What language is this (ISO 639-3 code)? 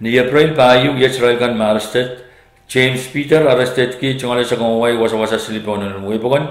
pon